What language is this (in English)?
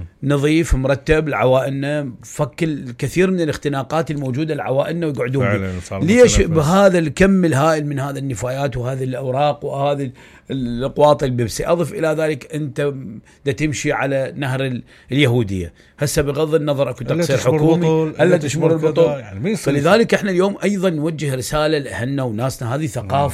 Mesopotamian Arabic